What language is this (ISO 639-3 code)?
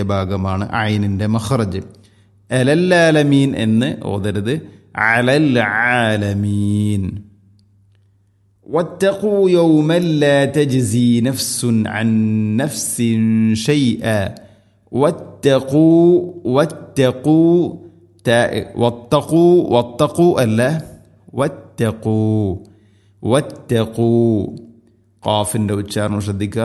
mal